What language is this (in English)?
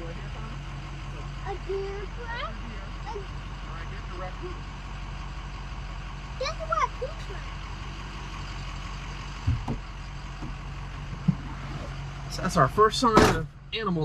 English